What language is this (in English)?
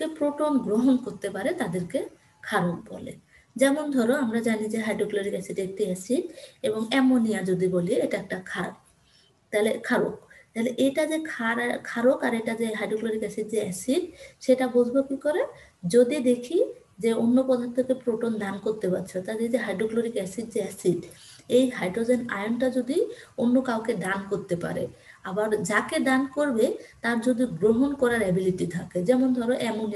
Bangla